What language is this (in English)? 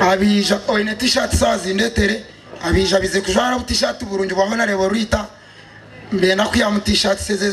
Nyankole